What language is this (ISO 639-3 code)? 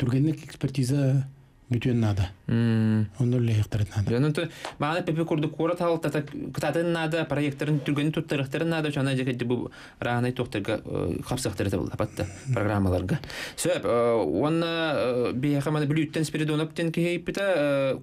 sah